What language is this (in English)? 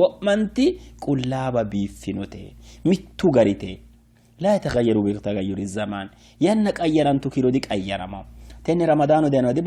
Sidamo